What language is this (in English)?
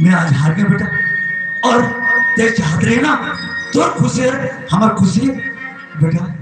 Chhattisgarhi